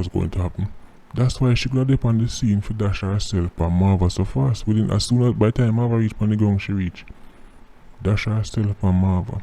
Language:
Jamaican Creole English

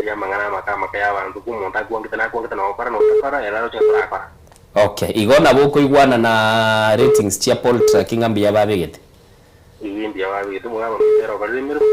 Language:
Gusii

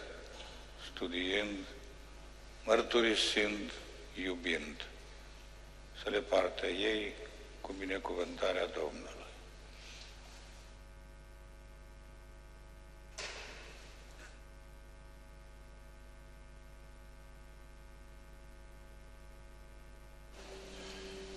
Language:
Romanian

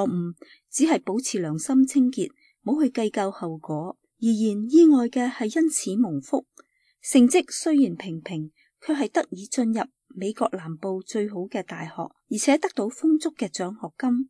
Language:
Cantonese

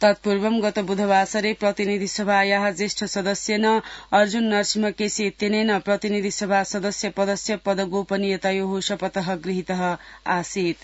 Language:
Sanskrit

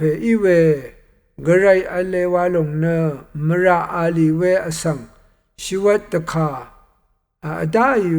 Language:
Rawang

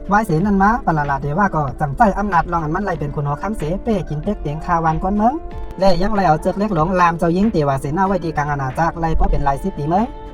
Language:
Shan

